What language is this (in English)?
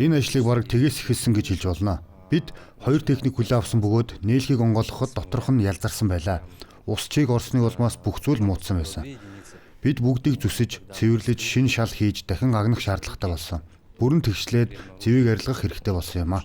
Mongolian